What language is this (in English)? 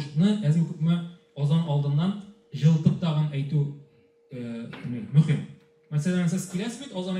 Tatar